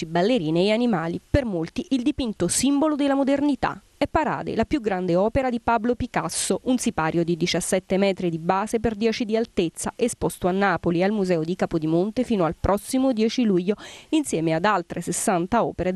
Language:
Italian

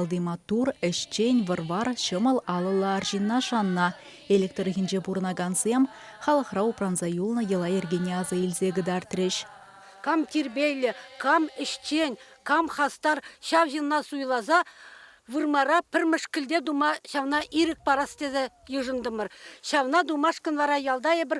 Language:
Chuvash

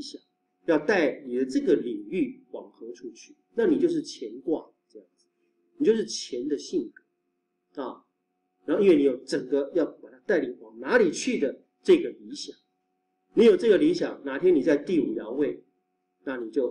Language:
Chinese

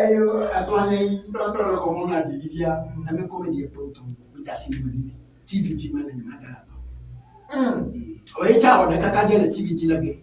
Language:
Ewe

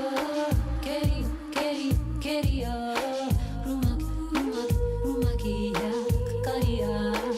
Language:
Māori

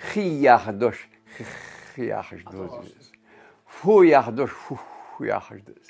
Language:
Ingush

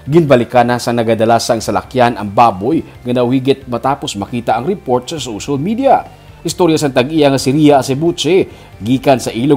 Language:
Hiligaynon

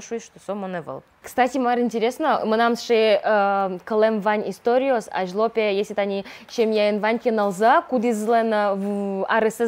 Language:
Udmurt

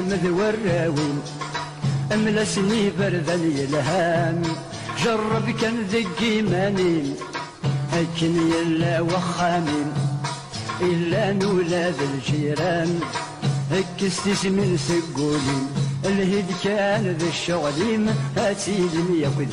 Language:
Kabyle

